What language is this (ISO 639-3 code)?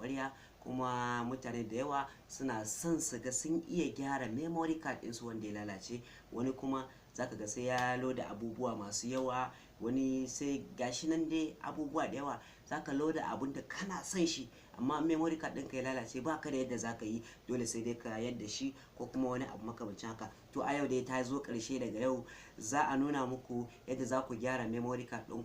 hau